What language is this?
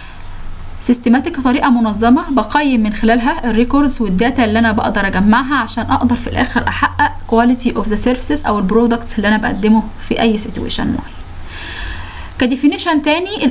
Egyptian Arabic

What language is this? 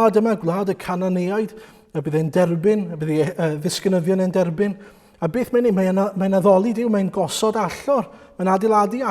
Welsh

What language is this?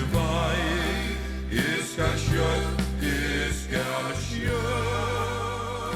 Faroese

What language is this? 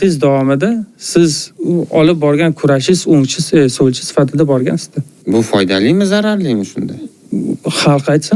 Uzbek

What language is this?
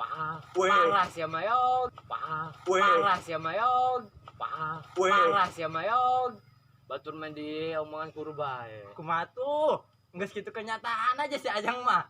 Sundanese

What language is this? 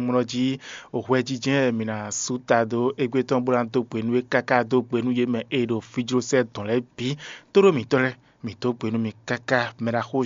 Fon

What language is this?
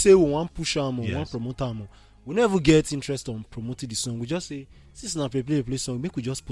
Nigerian Pidgin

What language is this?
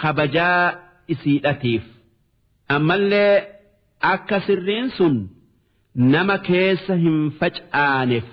Oromo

